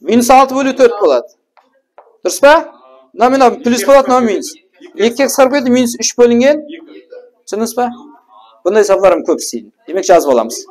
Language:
Kara-Kalpak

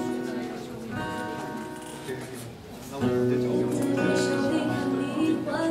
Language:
Chinese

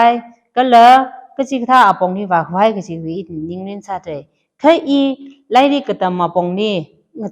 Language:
Tangkhul Naga (India)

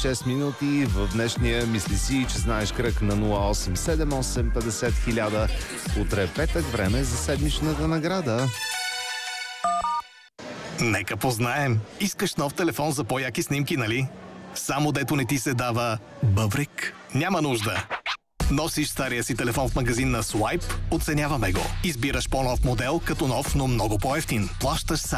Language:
Bulgarian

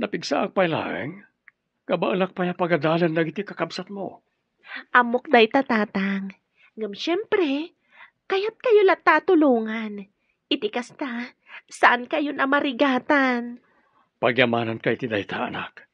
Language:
Iloko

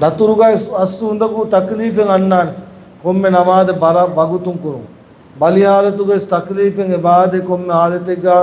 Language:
Divehi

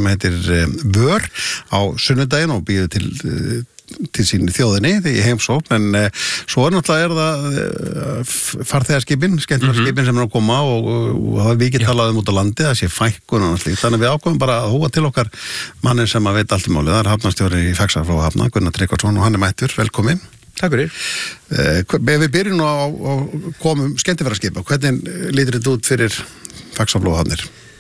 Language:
Icelandic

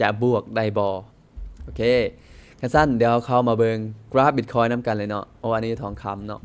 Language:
Lao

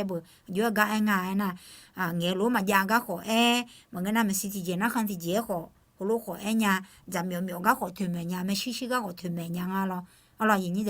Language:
Akha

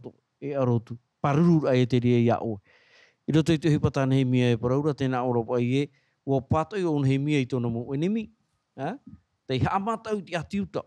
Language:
Tahitian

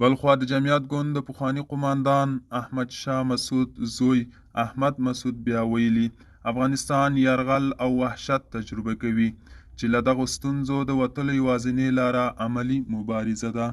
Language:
Pashto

